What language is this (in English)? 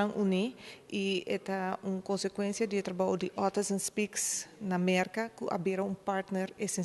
Papiamento